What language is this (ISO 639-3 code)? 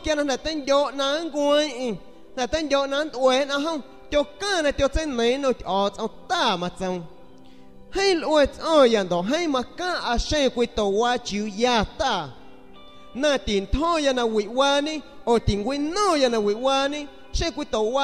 azg